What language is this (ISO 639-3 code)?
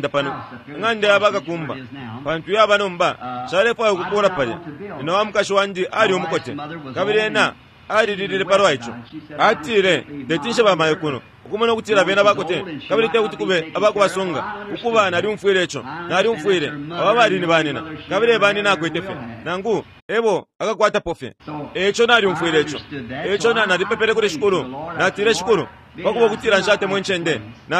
bem